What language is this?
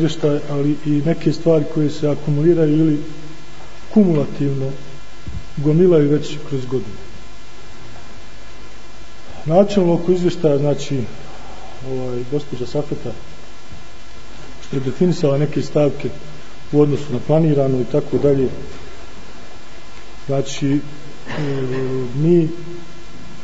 Bosnian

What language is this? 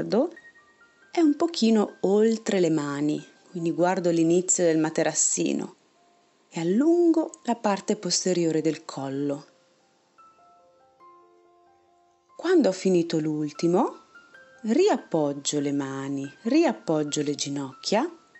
Italian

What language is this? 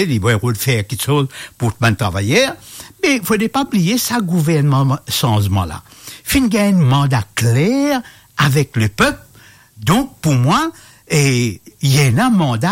Morisyen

